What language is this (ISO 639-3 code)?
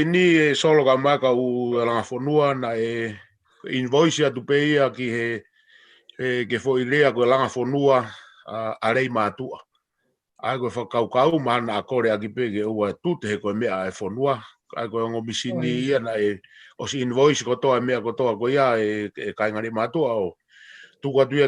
ton